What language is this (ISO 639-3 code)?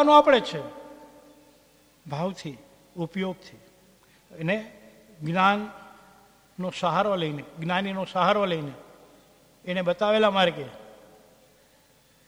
guj